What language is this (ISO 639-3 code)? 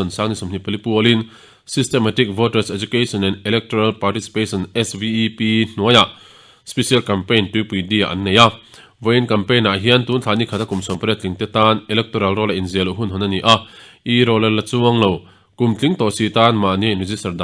lus